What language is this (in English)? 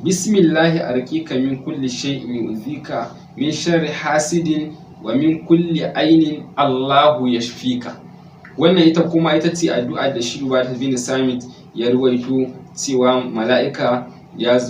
Hausa